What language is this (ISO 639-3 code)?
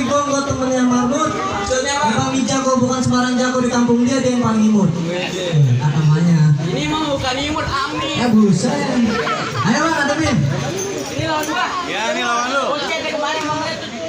bew